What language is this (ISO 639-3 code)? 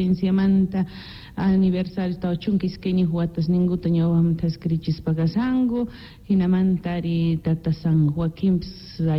quh